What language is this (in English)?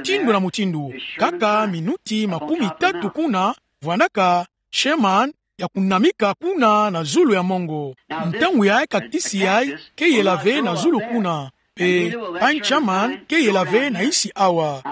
Kituba (Democratic Republic of Congo)